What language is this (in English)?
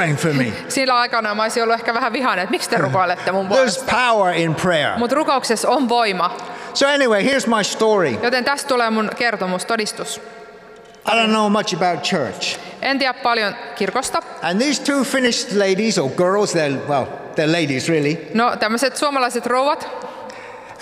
Finnish